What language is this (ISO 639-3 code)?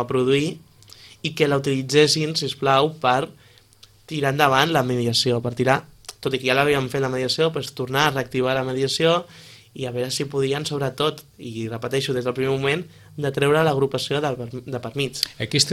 cat